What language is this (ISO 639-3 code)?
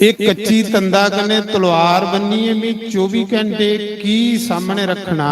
doi